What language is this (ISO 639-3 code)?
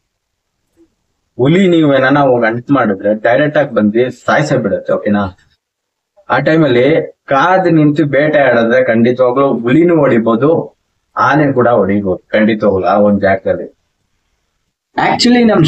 kan